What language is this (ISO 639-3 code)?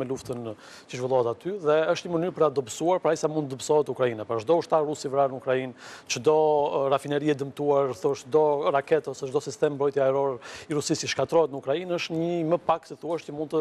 sqi